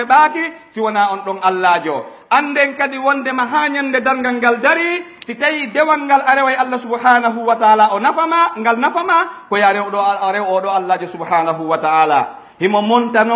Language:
Pular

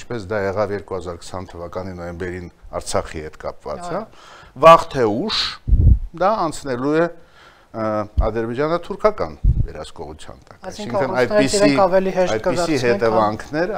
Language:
Armenian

